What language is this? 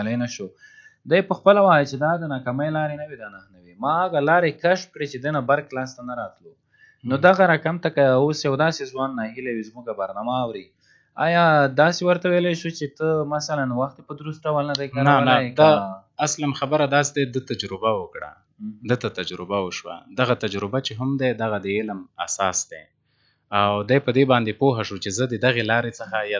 Pashto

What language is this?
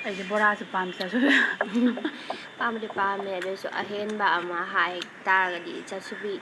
Manipuri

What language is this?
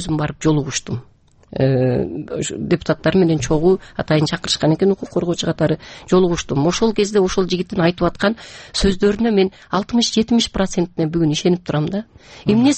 Kyrgyz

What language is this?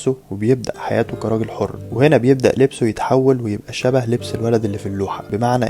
Egyptian Arabic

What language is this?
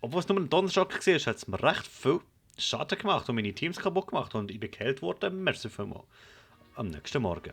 Swiss German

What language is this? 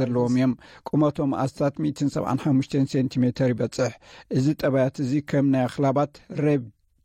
Tigrinya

